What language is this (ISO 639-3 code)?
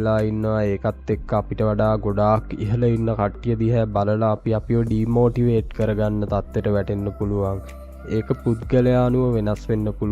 sin